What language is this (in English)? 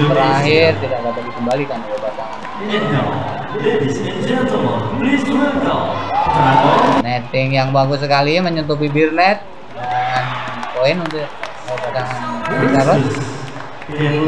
Indonesian